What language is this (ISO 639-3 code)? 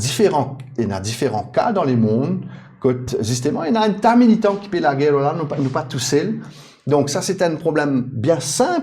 mfe